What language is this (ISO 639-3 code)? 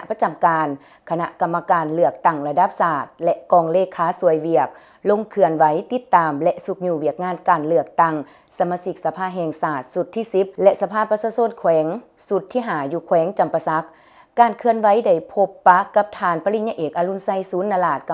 lao